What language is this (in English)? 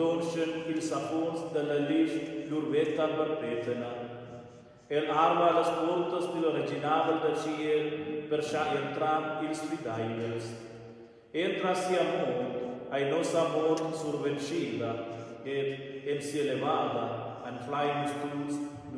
Romansh